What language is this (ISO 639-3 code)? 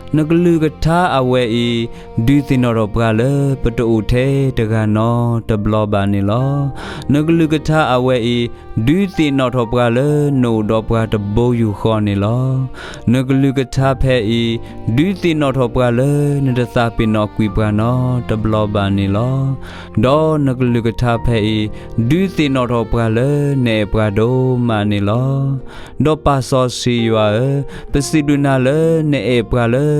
ksw